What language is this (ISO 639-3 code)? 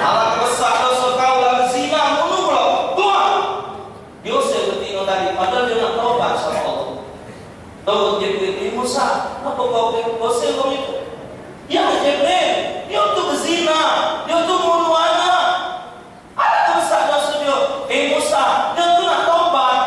mui